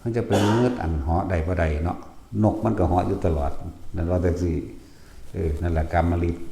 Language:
Northeastern Thai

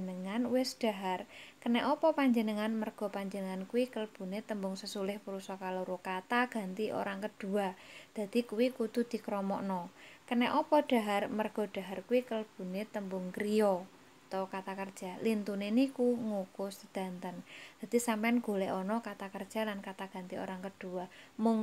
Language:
Javanese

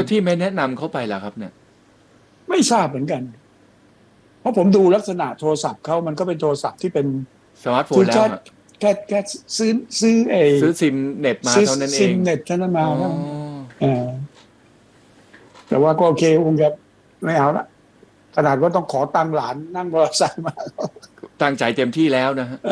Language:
Thai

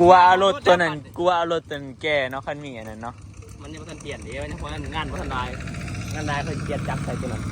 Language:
Northeastern Thai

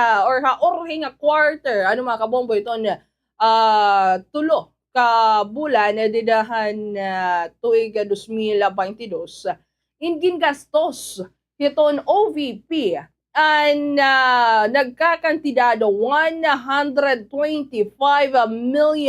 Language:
Waray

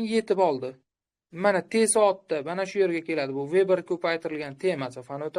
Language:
Uzbek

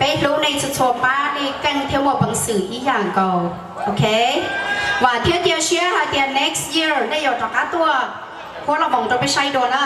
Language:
Hmong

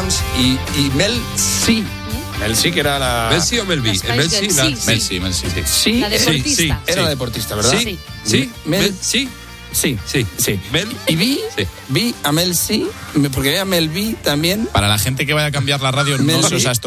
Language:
Spanish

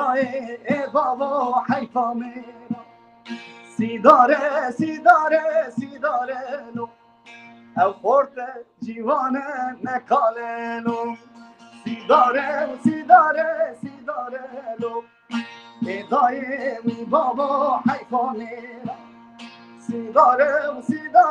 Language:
Kurdish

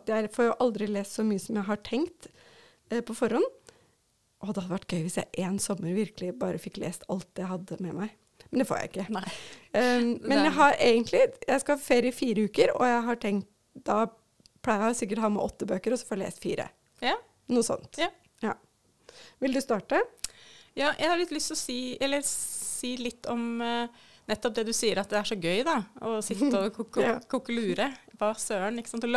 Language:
Norwegian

